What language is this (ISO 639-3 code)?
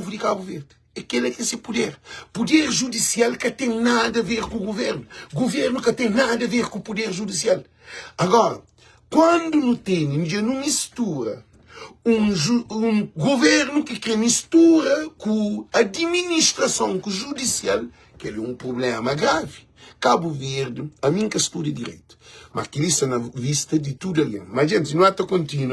kea